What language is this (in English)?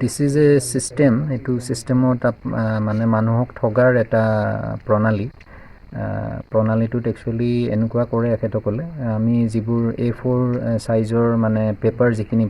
Assamese